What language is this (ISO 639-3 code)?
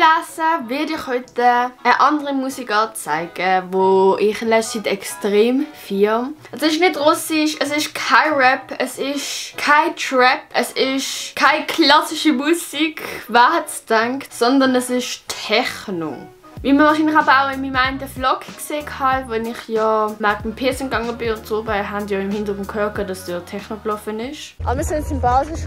gsw